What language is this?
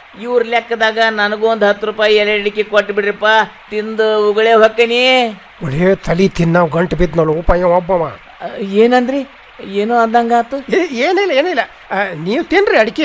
Kannada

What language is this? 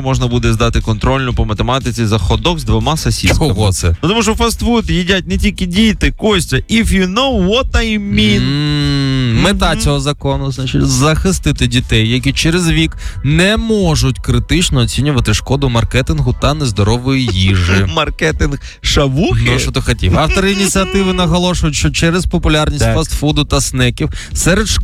Ukrainian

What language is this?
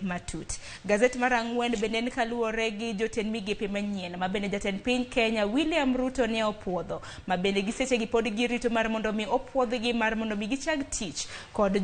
Luo (Kenya and Tanzania)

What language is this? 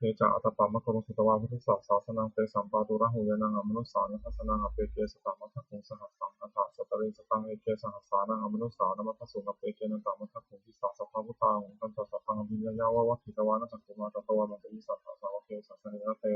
Pali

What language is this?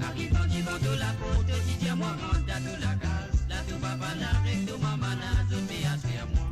Morisyen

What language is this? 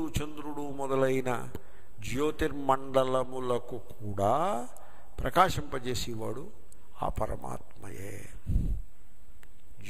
Telugu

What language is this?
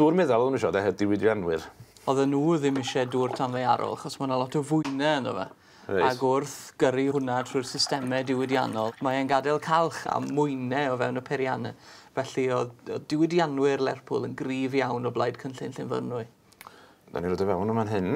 Welsh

